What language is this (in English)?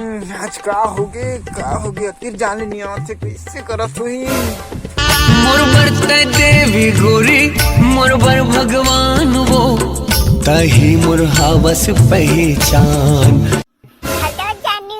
Chhattisgarhi